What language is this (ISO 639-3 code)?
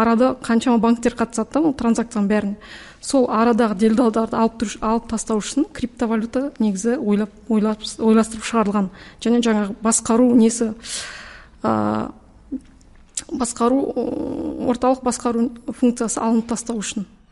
kaz